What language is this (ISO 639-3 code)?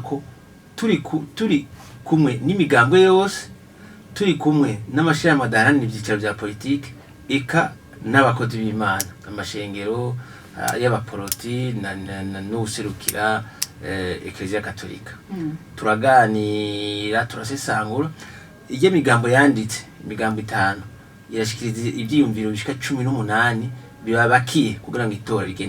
run